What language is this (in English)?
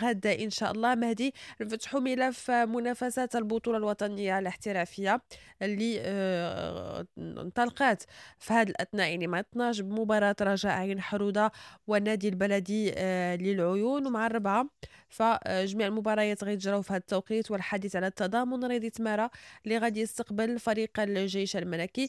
Moroccan Arabic